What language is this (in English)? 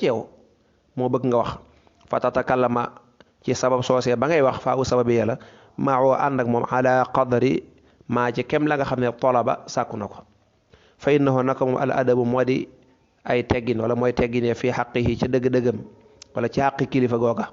Wolof